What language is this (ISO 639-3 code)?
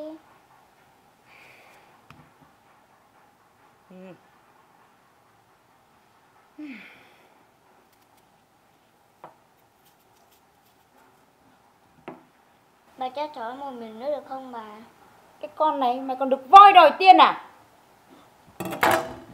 vie